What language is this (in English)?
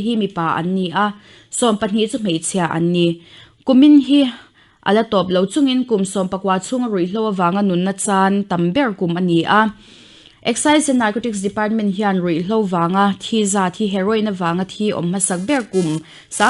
Mizo